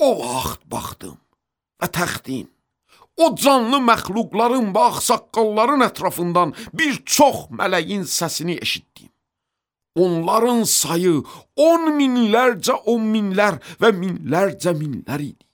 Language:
Azerbaijani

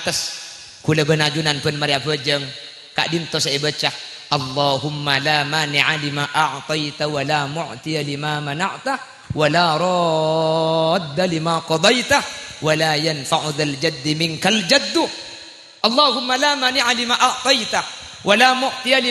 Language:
Madurese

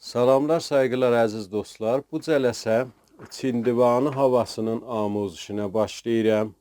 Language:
South Azerbaijani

